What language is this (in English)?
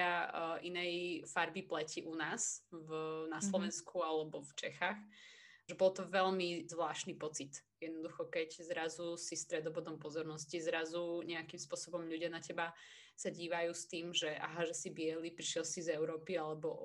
Slovak